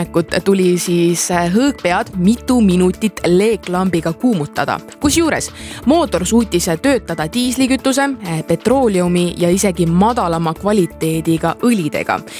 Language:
Estonian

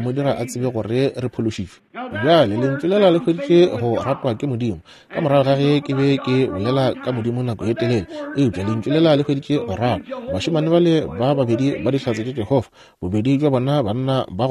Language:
Northern Sotho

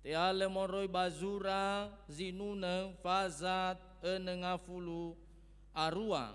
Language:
Nias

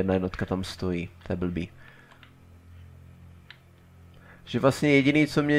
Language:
Czech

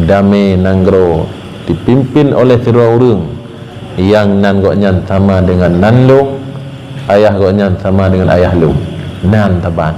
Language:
Achinese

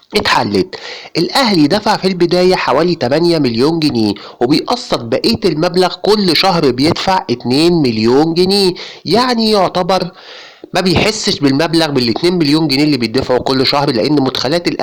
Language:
Egyptian Arabic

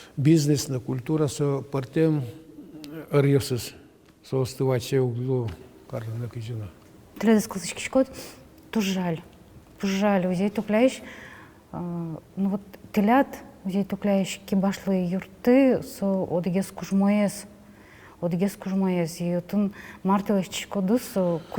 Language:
Udmurt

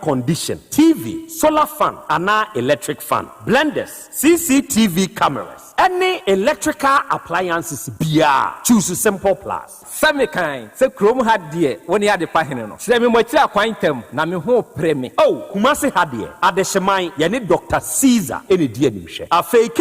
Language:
Akan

